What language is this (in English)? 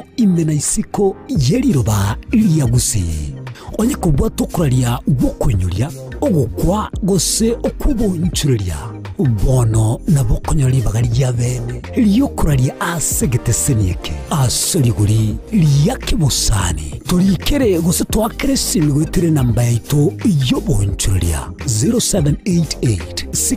Gusii